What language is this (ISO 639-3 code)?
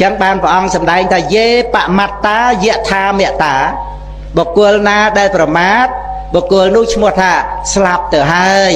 khm